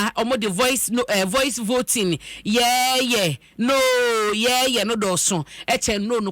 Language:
Akan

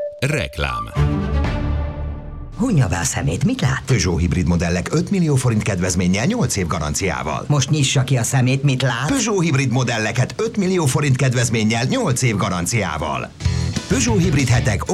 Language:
Hungarian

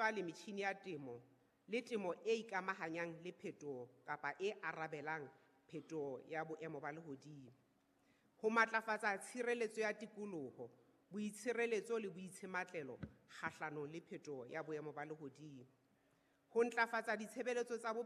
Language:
Southern Sotho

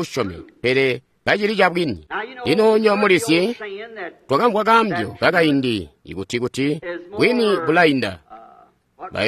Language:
Tonga (Zambia)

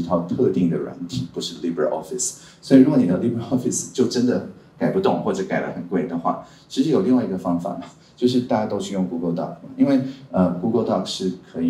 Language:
Chinese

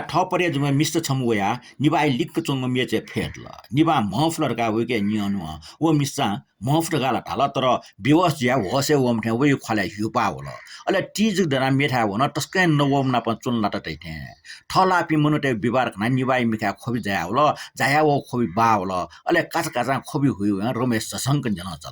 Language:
Newari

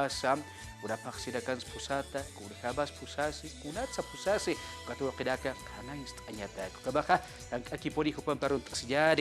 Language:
Aymara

